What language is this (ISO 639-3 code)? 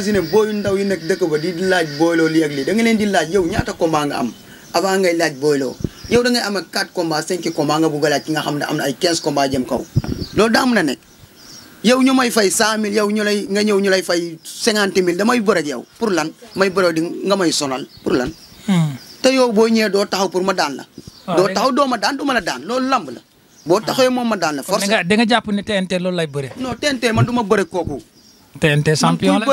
wol